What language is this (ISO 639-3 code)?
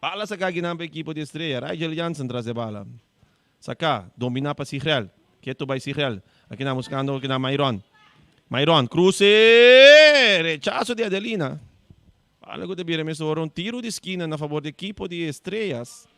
pap